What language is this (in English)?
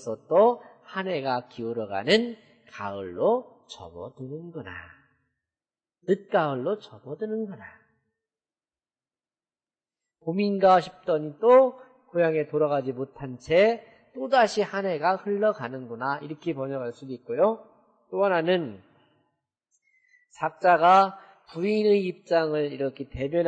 Korean